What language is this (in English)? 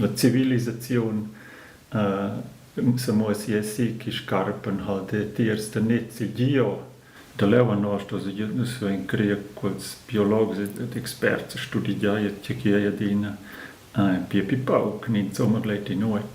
Romansh